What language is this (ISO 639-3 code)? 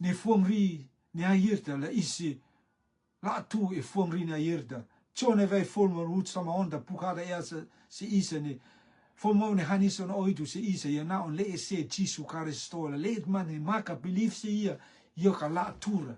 rtm